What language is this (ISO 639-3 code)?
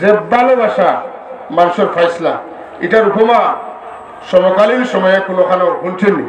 syl